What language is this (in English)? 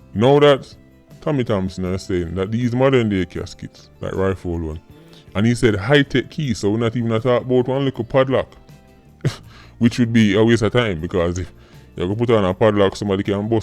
Jamaican Creole English